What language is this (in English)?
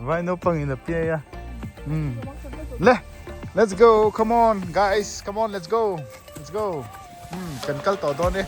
Mizo